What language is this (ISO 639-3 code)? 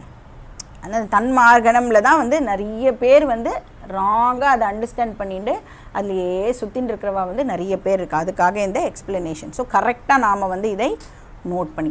tam